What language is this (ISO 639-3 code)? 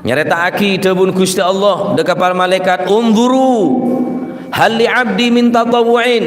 mad